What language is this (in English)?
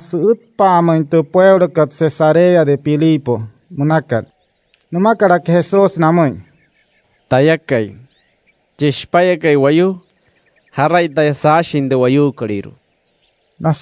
Wayuu